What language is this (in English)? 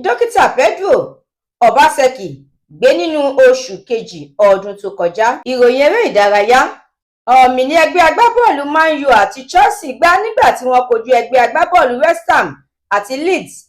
Yoruba